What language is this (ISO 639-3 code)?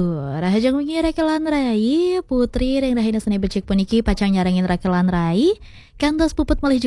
ban